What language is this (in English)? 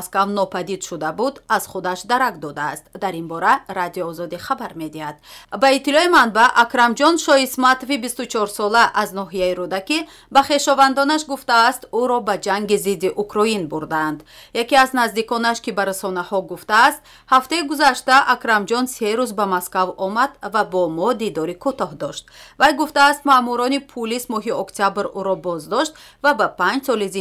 Tajik